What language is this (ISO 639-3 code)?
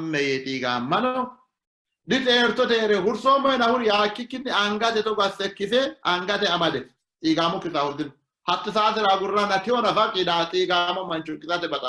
sid